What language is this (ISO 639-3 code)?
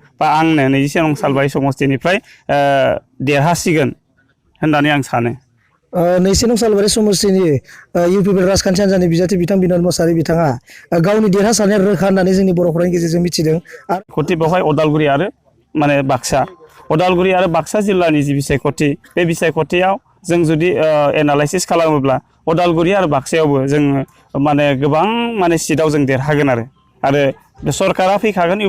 brx